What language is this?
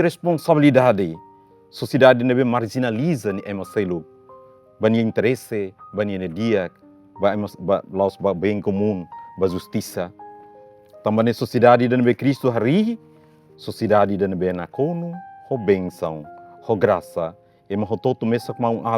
Tetum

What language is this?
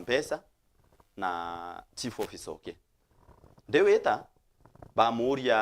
Meru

